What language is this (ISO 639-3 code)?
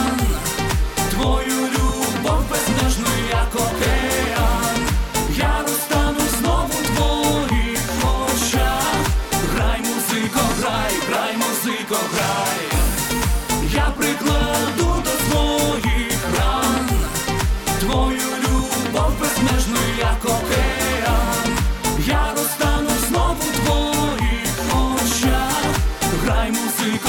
ukr